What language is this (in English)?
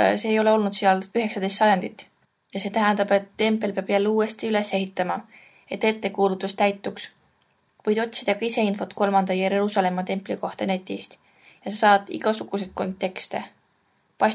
Estonian